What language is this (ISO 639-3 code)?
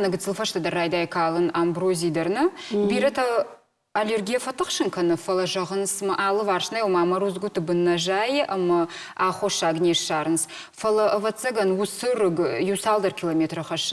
oss